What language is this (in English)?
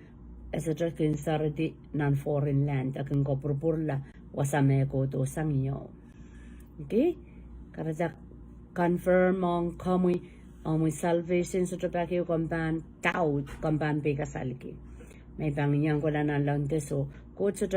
Pohnpeian